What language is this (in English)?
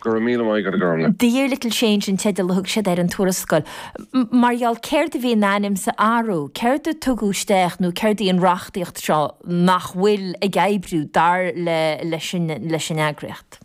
Irish